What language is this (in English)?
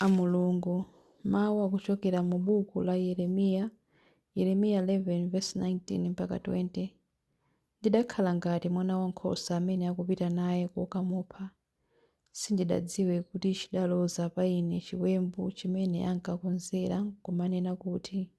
Nyanja